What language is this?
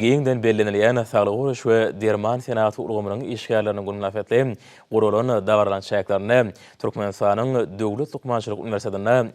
Turkmen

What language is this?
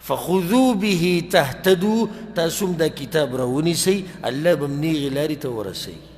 Pashto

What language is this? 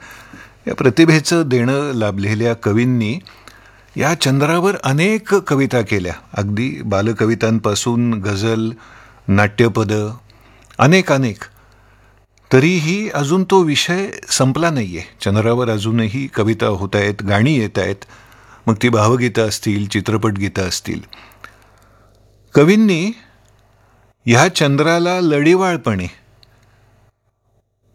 Marathi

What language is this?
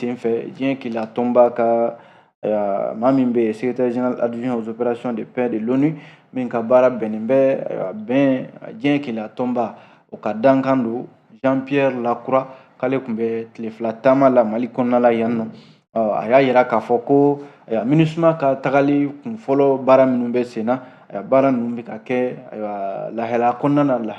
Bambara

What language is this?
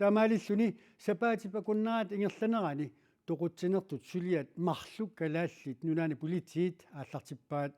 Kalaallisut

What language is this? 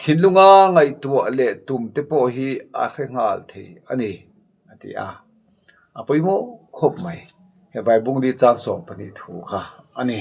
Mizo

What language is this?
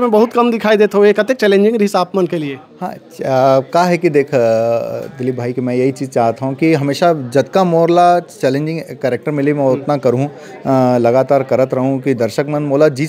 Chhattisgarhi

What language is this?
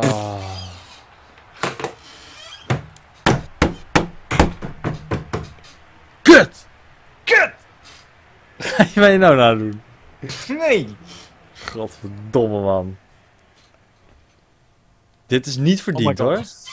Dutch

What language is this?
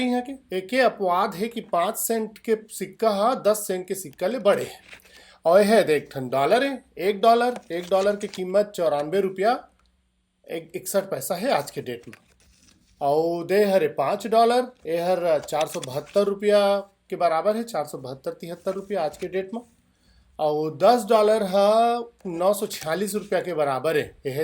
Chhattisgarhi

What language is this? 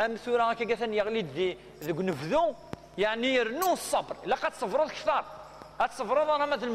Kabyle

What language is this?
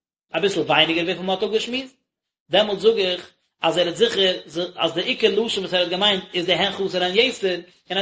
Yiddish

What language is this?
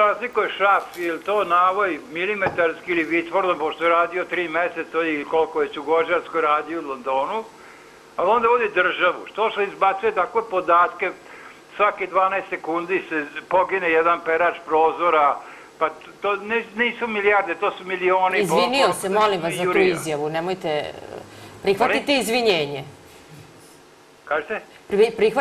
Serbian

